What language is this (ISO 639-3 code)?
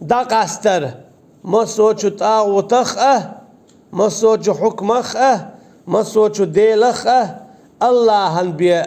che